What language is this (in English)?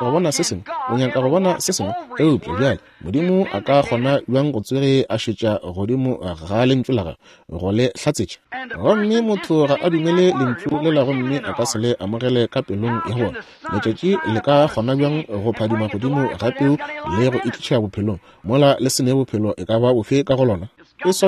Northern Sotho